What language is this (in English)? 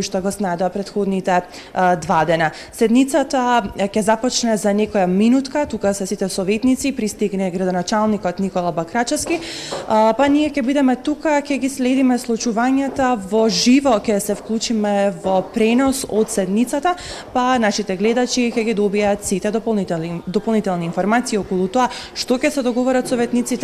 Macedonian